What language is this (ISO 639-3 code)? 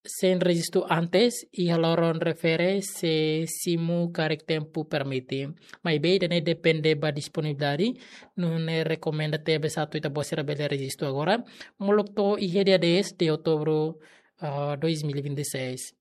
tet